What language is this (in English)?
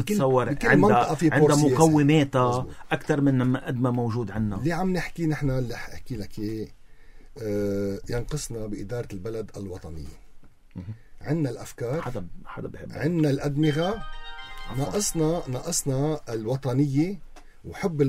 North Levantine Arabic